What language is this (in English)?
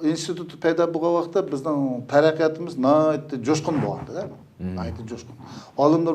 Uyghur